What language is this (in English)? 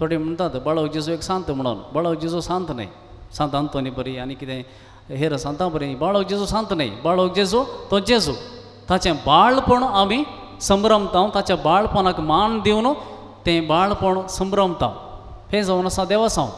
Konkani